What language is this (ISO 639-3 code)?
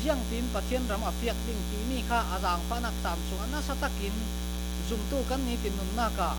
cfm